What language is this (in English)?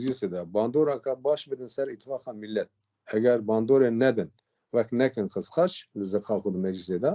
Kurdish